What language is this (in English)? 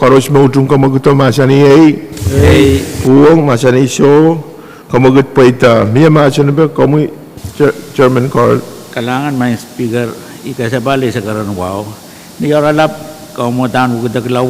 Pohnpeian